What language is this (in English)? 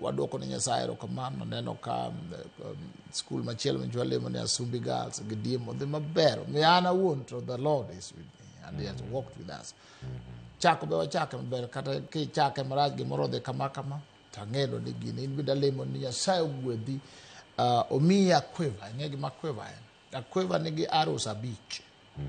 Luo (Kenya and Tanzania)